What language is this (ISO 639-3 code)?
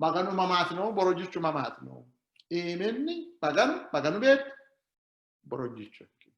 sid